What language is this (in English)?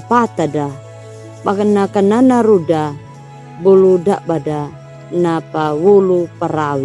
Anakalangu